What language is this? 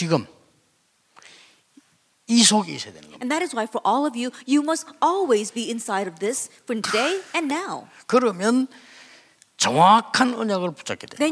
Korean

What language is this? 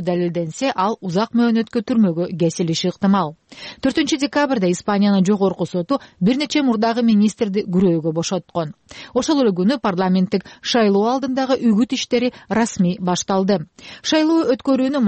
Kyrgyz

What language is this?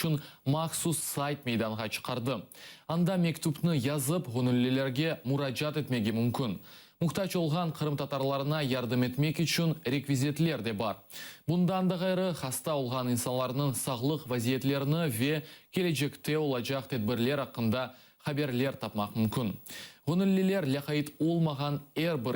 Crimean Tatar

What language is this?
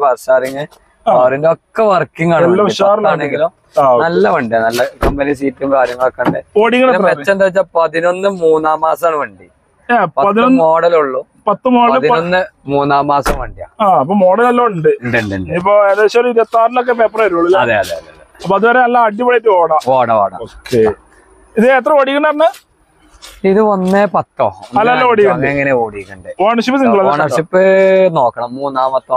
Malayalam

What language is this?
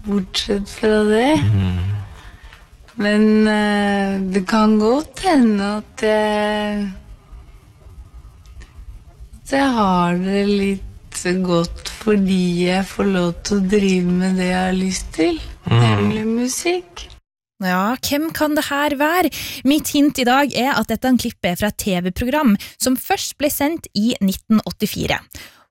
Norwegian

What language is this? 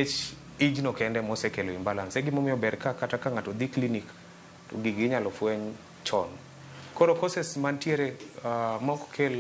Luo (Kenya and Tanzania)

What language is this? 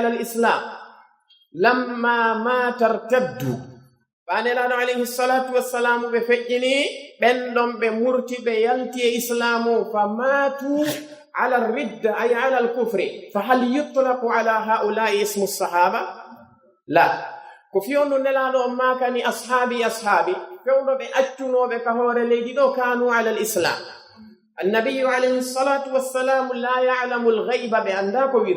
Pular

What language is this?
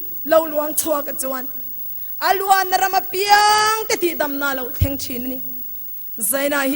Mizo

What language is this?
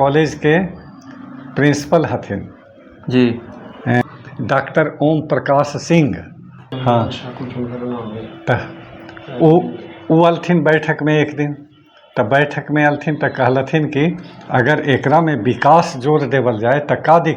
Magahi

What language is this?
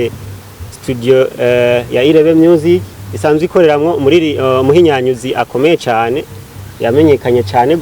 Rundi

